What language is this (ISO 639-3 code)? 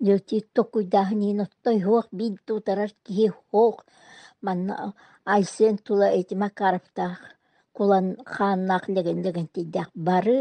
sah